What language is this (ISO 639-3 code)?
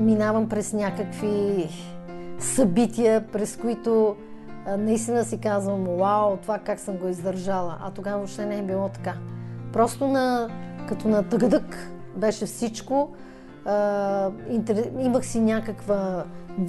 bul